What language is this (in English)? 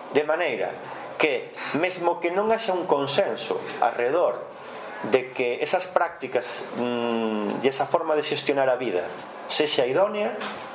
Galician